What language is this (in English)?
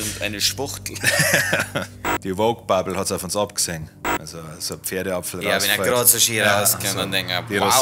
Bavarian